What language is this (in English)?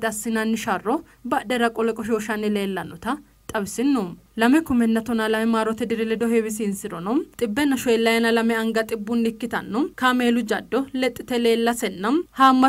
Sidamo